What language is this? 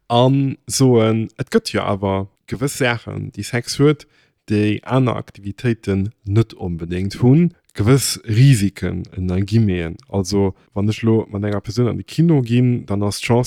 Luxembourgish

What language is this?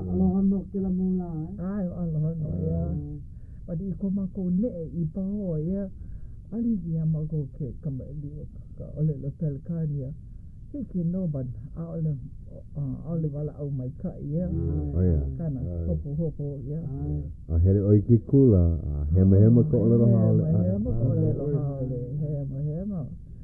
Hawaiian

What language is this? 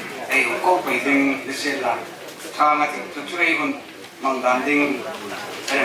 Hmar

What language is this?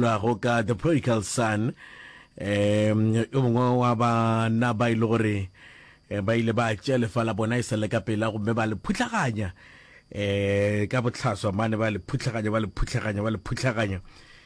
Northern Sotho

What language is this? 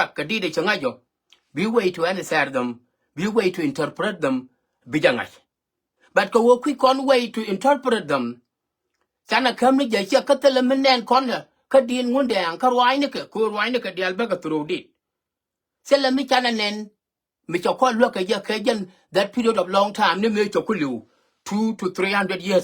Nuer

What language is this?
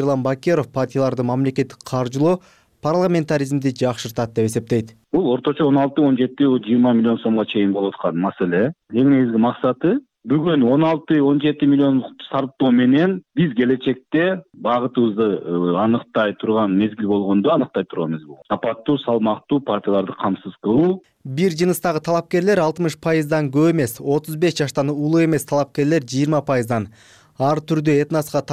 Kyrgyz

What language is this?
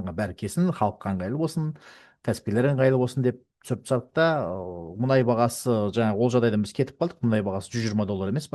Kazakh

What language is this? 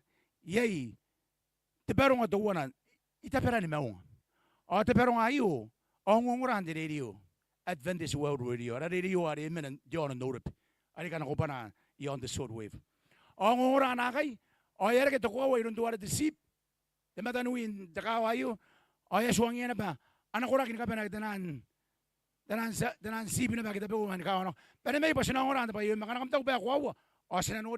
Gilbertese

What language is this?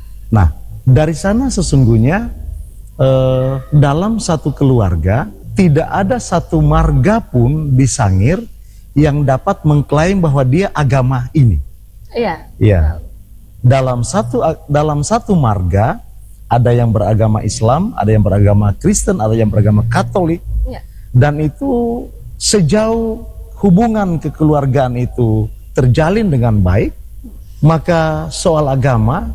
Indonesian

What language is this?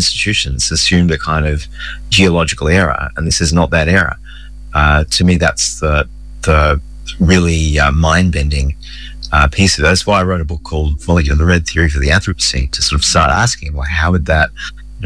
English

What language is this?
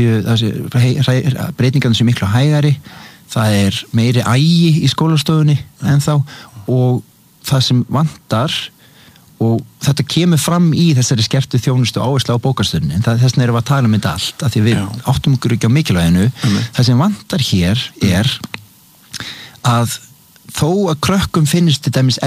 Icelandic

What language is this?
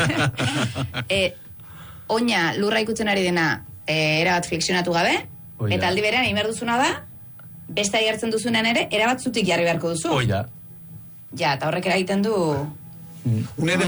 Basque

